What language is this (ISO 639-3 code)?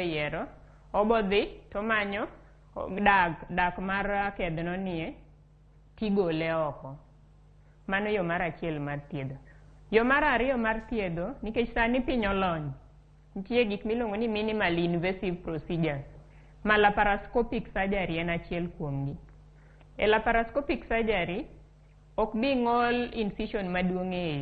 luo